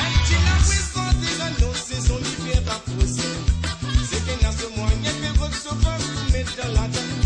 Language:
Morisyen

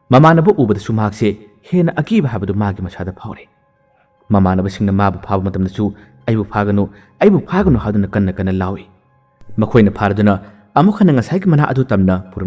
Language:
Manipuri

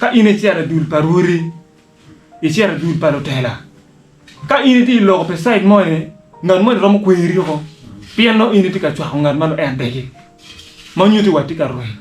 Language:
Acoli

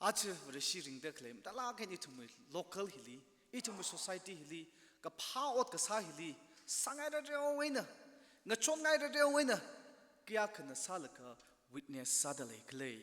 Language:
Tangkhul Naga (India)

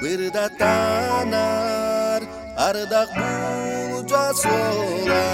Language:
Yakut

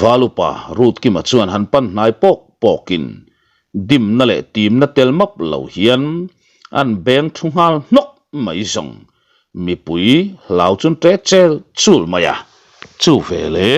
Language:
Mizo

